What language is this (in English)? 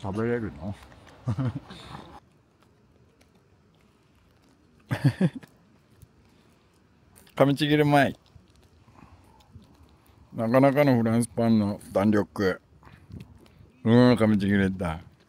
Japanese